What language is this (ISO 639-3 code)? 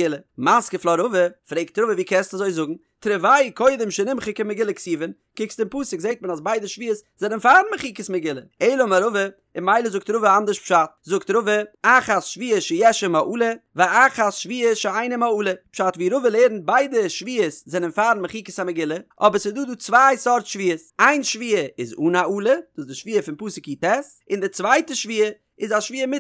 yid